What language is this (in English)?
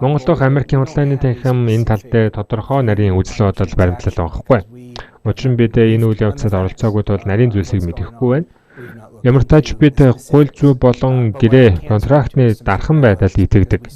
Mongolian